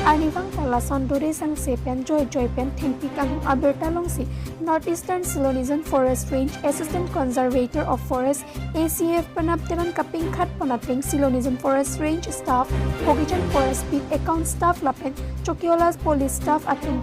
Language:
Karbi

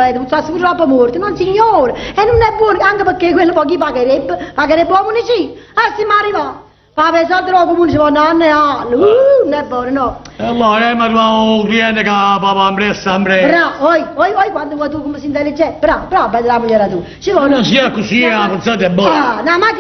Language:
Neapolitan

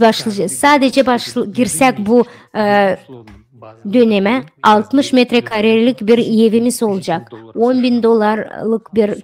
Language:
Gagauz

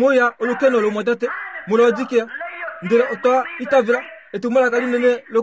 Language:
Kuanyama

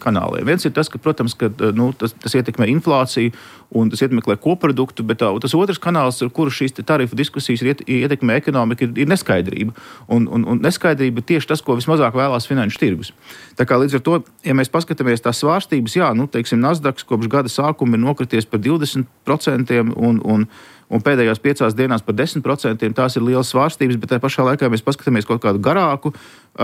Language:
Latvian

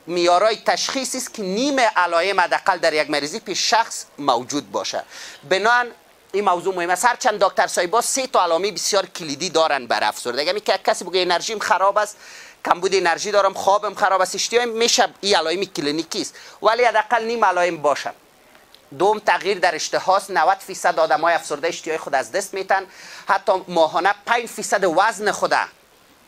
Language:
Persian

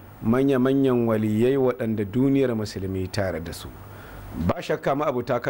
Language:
Hausa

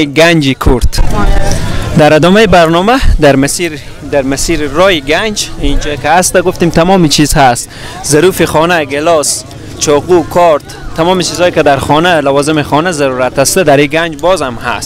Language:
Persian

